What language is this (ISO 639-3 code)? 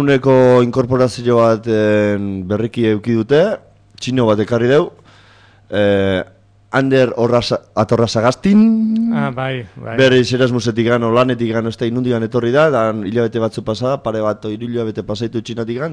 eus